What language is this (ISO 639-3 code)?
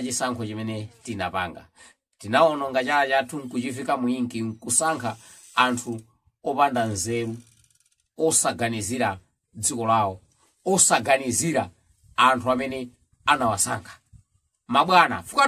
nya